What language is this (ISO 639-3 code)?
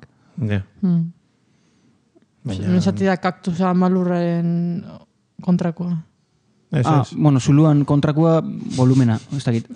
eus